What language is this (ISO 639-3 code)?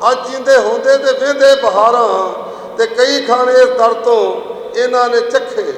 lah